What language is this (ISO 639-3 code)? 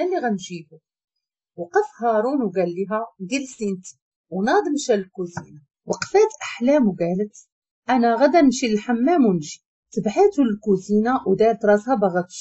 ary